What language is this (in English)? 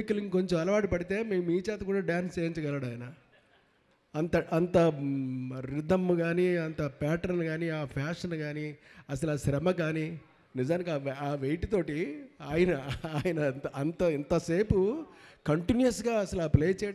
Telugu